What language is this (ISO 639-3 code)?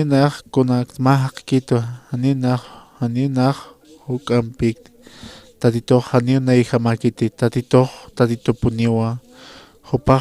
aym